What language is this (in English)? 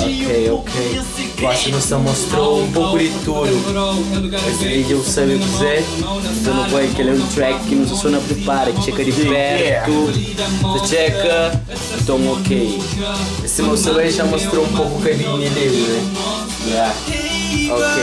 Kabuverdianu